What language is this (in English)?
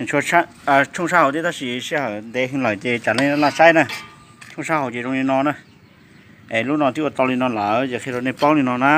Hmong